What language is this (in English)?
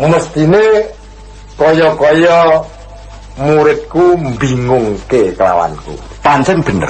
Javanese